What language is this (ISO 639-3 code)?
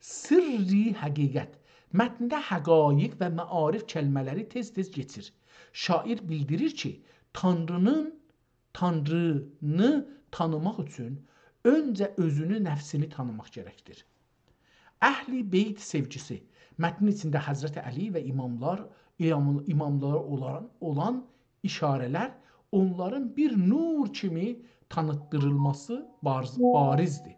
azb